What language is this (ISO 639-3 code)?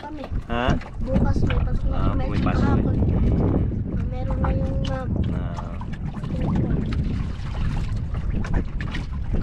fil